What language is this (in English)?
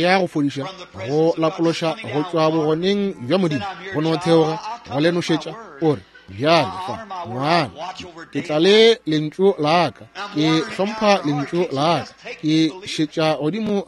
Northern Sotho